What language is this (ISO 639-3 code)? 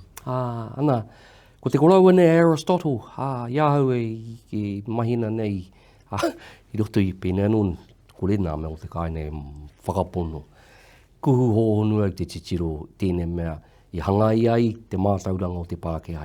mri